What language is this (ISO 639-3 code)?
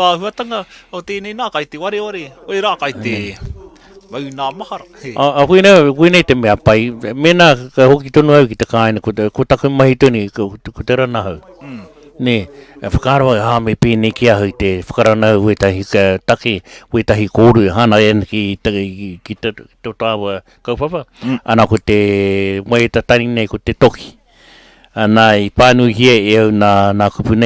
mri